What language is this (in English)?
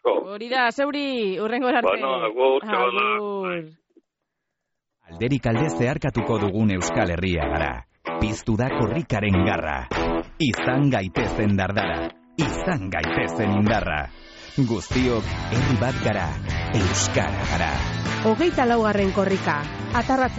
Basque